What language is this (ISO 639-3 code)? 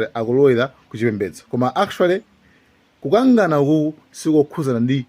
nya